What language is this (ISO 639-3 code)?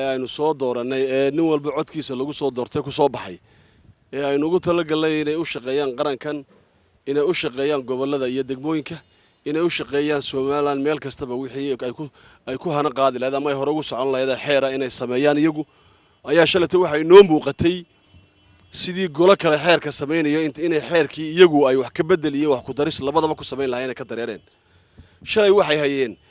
som